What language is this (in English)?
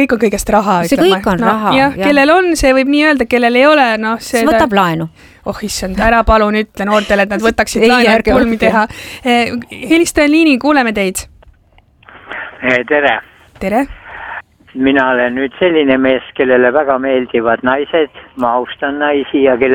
Estonian